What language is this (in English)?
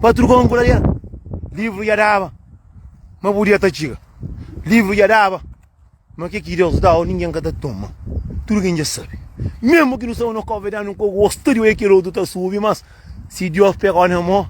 Kabuverdianu